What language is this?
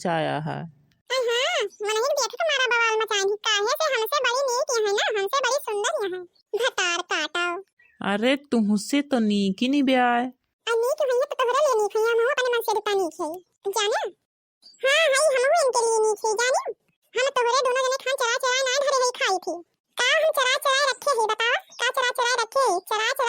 Awadhi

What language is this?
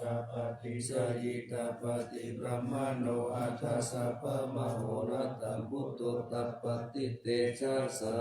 Pali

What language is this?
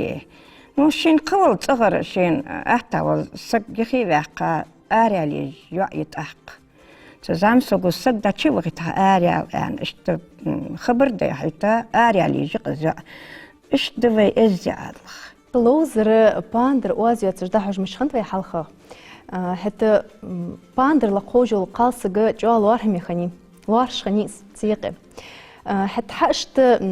Ingush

